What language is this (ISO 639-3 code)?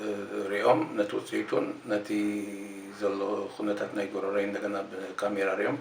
tir